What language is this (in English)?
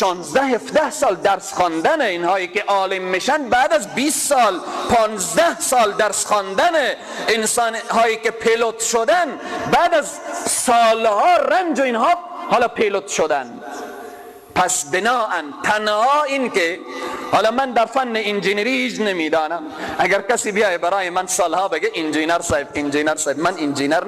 Persian